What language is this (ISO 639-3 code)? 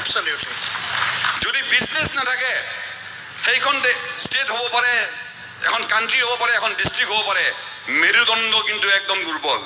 asm